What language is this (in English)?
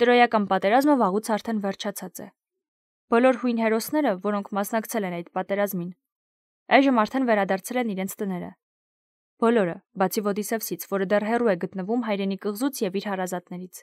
Armenian